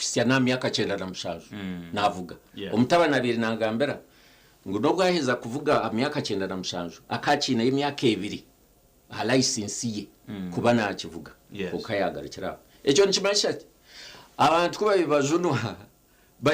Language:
Nyankole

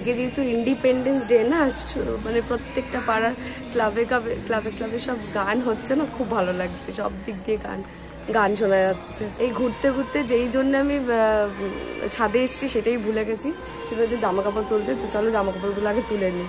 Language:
Bangla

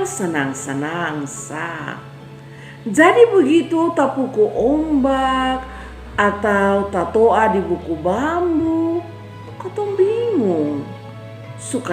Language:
Kupang Malay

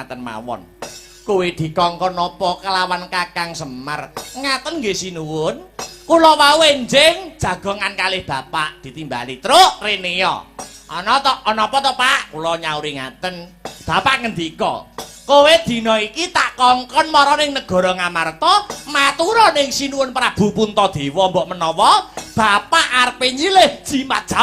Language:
Javanese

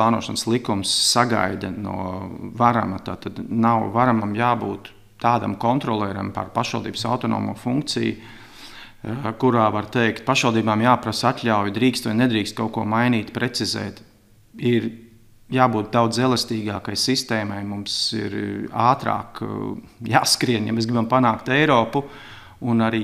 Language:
Latvian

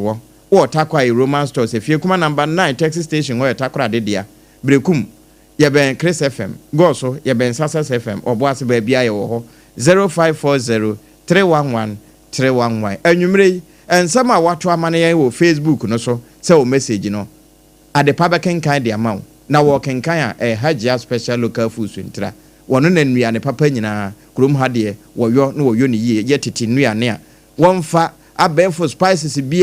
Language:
Akan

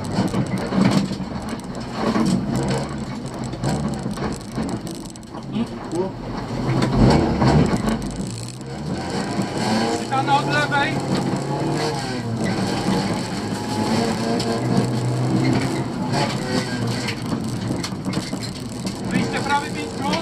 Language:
Polish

